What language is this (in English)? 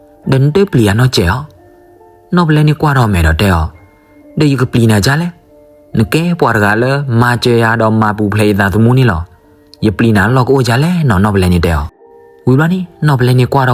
S'gaw Karen